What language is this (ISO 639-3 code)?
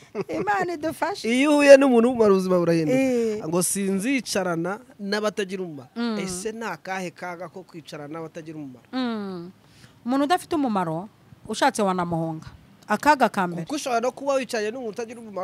kin